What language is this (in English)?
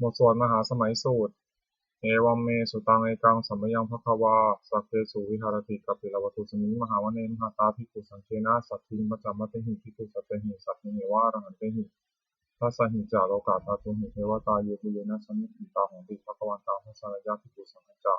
Pali